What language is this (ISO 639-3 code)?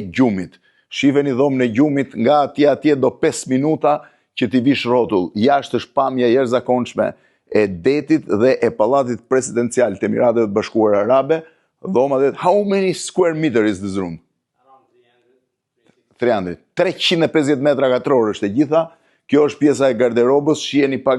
sqi